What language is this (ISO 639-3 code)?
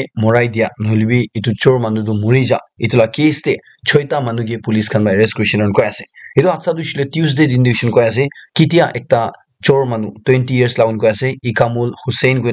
nag